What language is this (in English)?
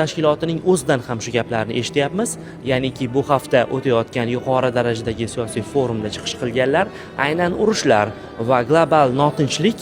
Uzbek